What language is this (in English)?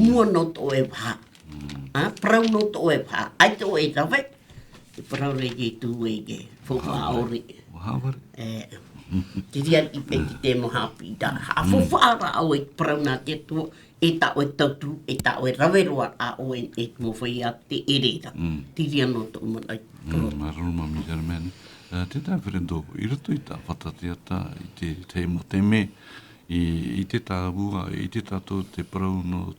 Tahitian